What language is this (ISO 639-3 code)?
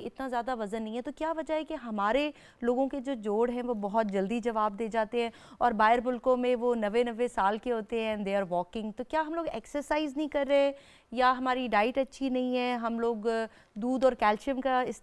urd